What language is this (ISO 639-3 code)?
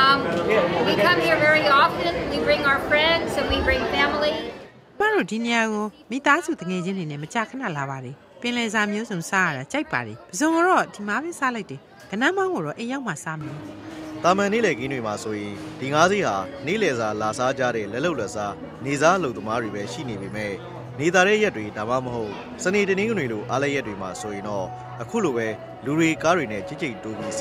mya